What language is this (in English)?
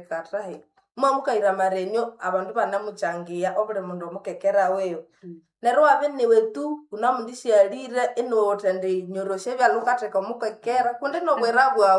Nande